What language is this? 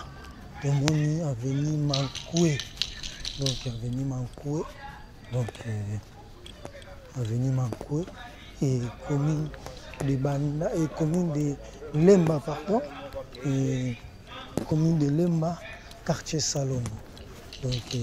Lingala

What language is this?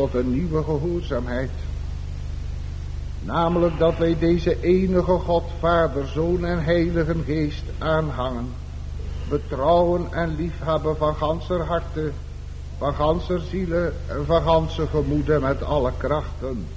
Dutch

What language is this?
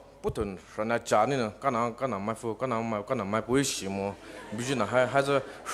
Poumei Naga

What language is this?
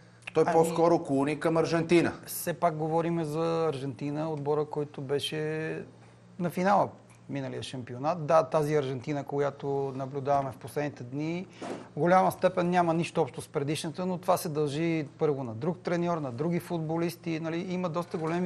Bulgarian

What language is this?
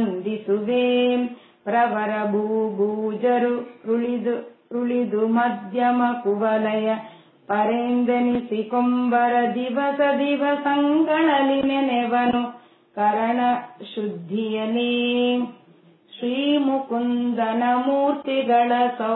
Kannada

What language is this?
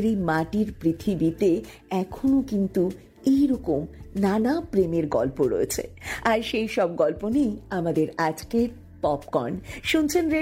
Bangla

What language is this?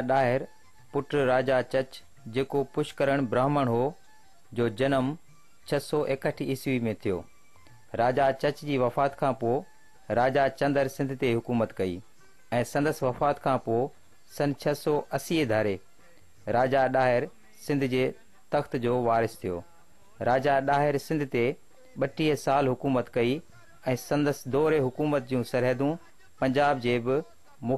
Sindhi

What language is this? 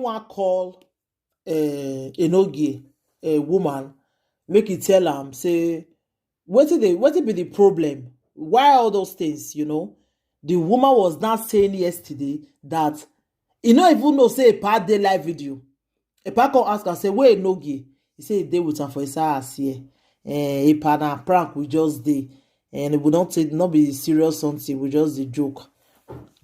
Nigerian Pidgin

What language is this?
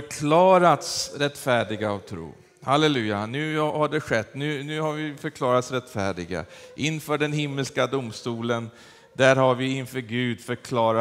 Swedish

